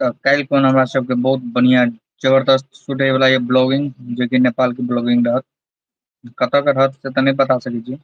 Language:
Maithili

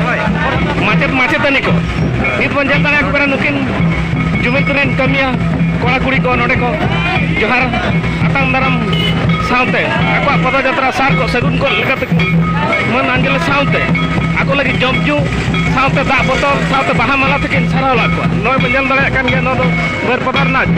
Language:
Santali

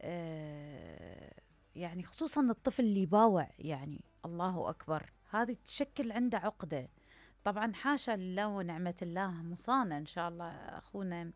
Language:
Mesopotamian Arabic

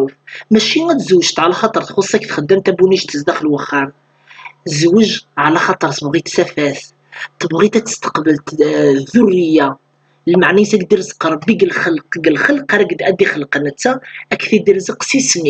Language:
Kabyle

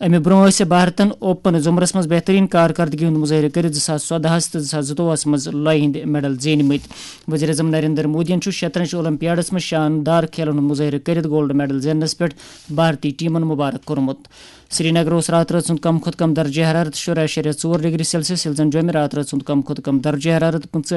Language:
Kashmiri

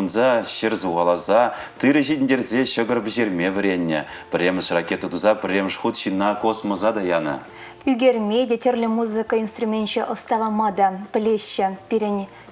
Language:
Chuvash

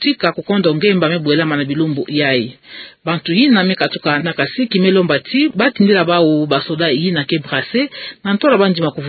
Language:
Kituba (Democratic Republic of Congo)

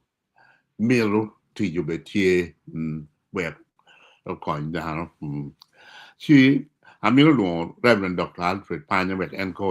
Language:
Acoli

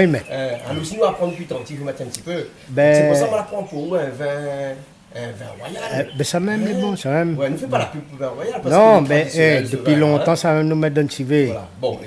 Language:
Réunion Creole French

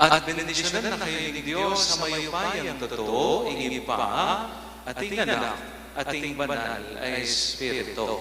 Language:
Pampanga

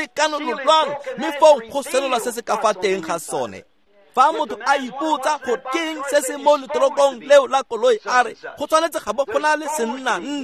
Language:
Tswana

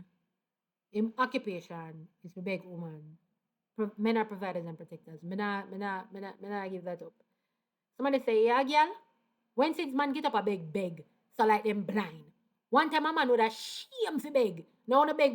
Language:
Jamaican Creole English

